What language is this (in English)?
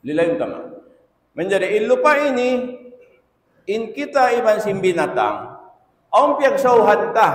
Tausug